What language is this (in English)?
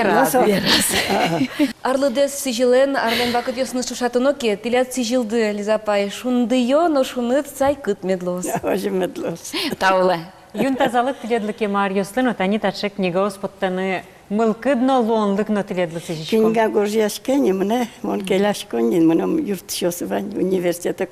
Udmurt